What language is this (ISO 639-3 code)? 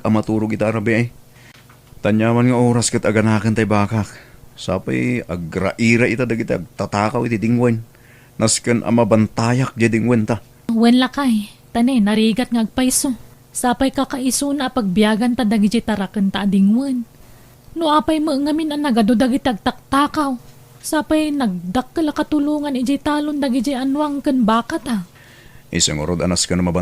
ilo